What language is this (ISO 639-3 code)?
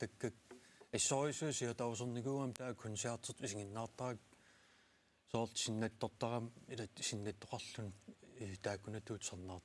kal